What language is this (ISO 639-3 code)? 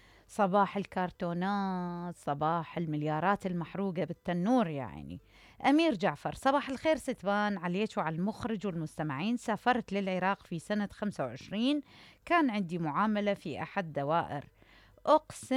acm